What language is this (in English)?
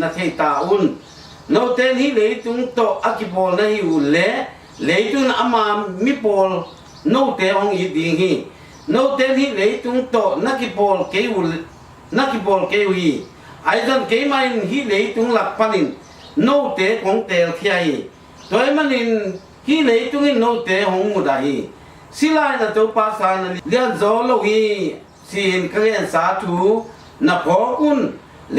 Tedim Chin